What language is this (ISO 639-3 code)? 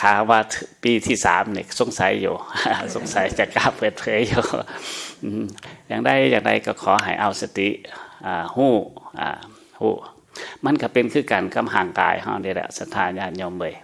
lao